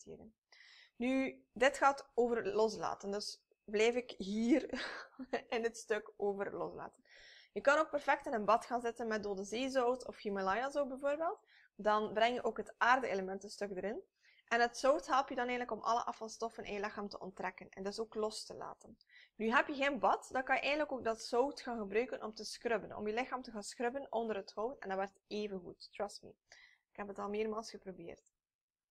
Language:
Dutch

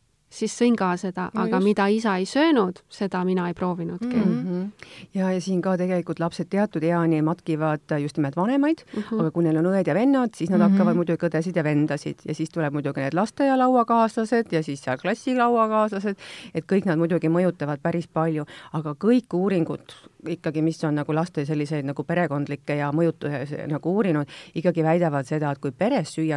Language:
Estonian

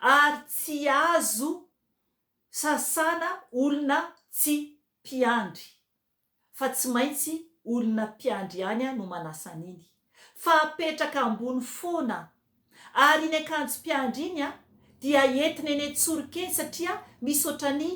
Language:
Malagasy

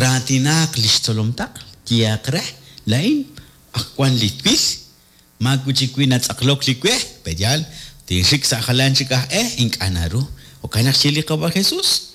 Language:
Kekchí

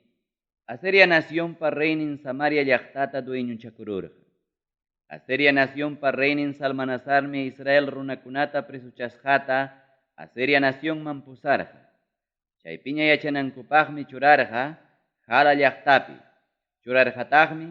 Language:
Ayacucho Quechua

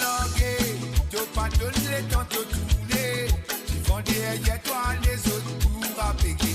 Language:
Morisyen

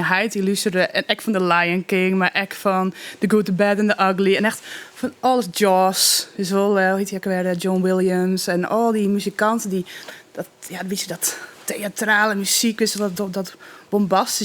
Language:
Western Frisian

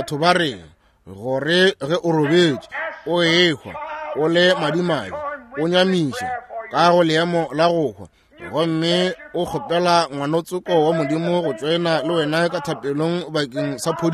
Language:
Northern Sotho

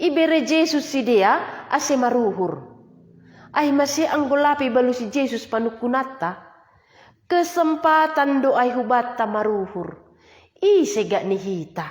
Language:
Batak Simalungun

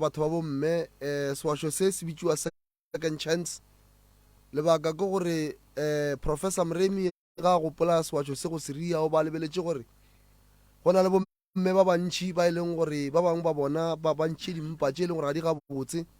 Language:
Northern Sotho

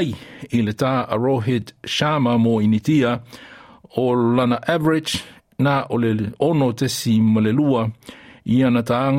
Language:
Samoan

